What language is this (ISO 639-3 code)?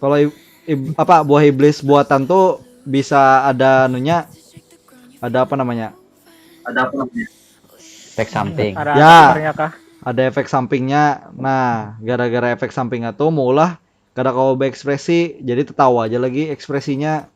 bjn